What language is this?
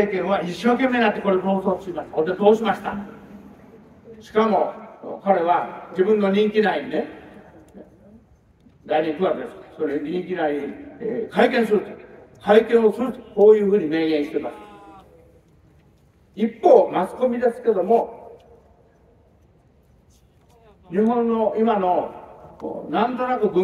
Japanese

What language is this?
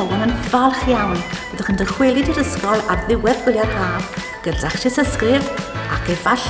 Welsh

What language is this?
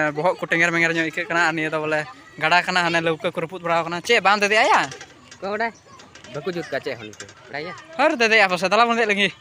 Santali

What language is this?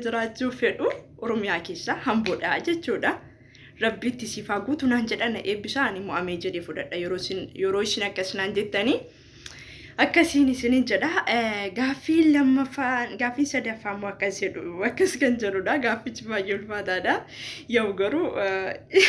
Oromo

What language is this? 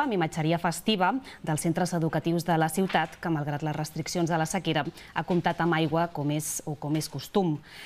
Catalan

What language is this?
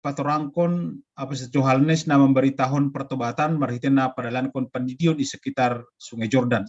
Batak Simalungun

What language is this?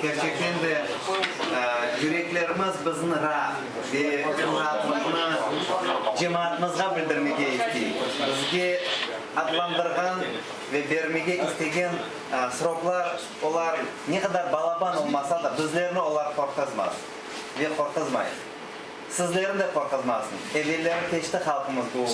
Crimean Tatar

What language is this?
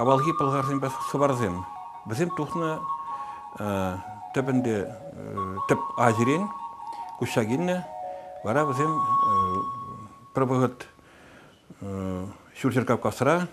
Chuvash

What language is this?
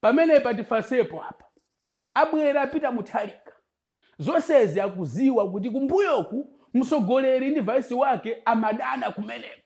Nyanja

